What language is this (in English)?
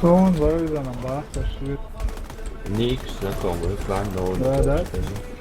Chechen